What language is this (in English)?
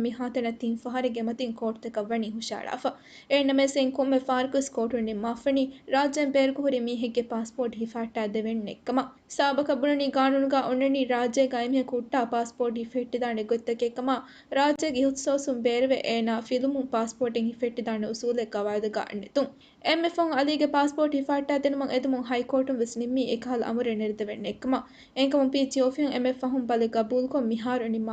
Divehi